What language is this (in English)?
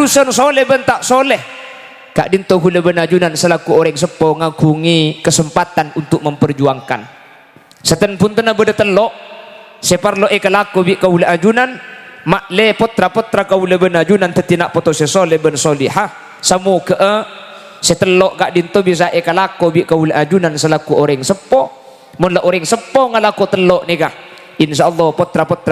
Madurese